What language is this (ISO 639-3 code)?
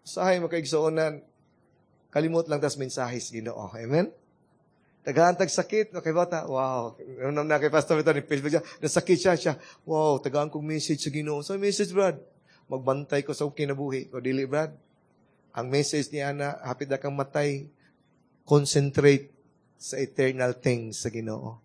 ceb